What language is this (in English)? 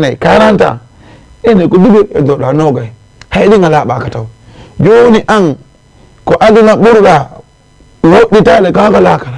Fula